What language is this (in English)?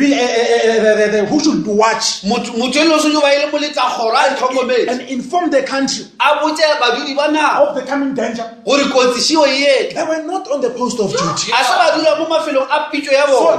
Northern Sotho